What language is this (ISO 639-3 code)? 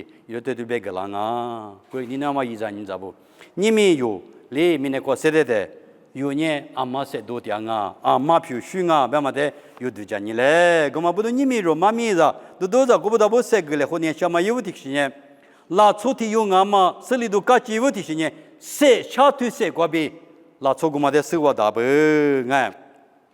lis